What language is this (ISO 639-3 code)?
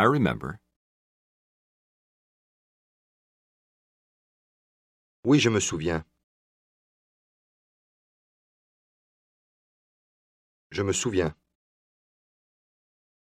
fra